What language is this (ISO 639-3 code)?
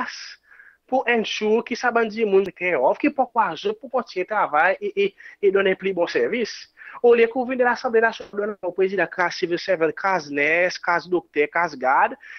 crs